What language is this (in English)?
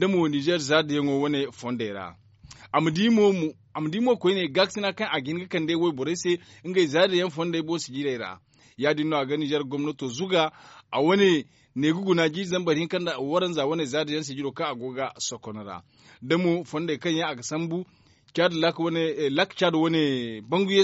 Zarma